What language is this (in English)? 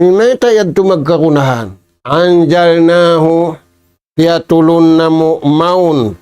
Tausug